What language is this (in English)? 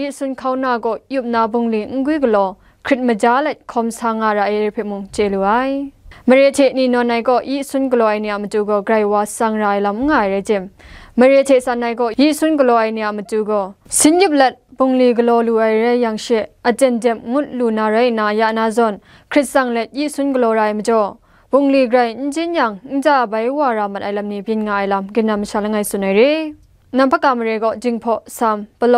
Kachin